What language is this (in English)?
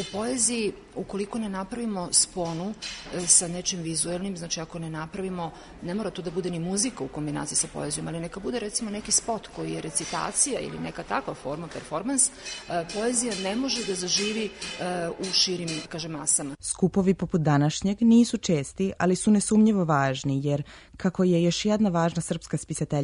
Serbian